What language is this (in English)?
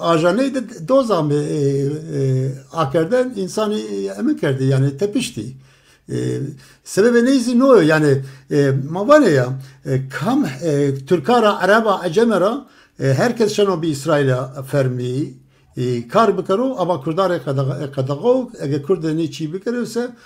Zaza